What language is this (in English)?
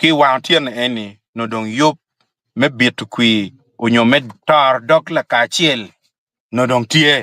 Acoli